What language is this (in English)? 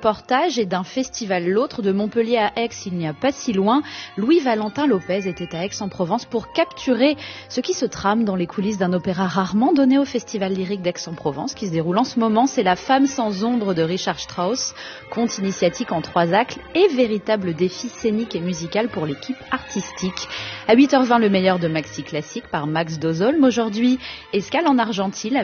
French